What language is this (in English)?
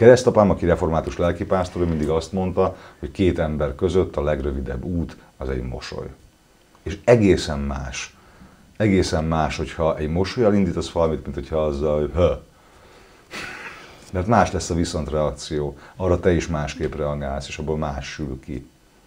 Hungarian